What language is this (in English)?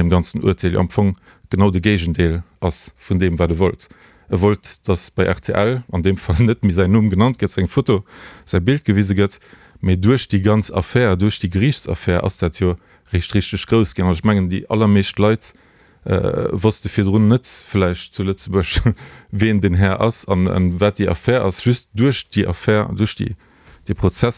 Luxembourgish